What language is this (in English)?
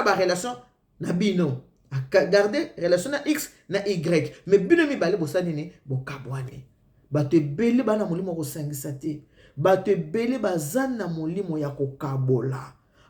Lingala